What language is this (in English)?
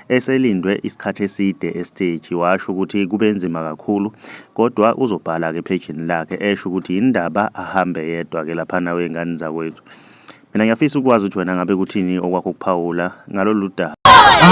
Zulu